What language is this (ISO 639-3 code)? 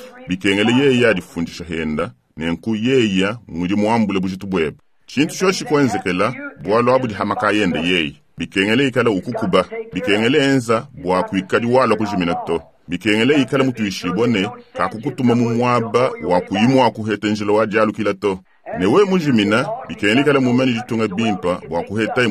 lua